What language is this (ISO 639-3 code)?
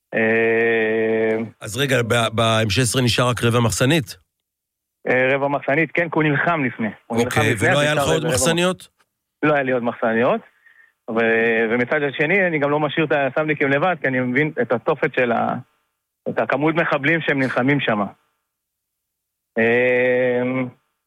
heb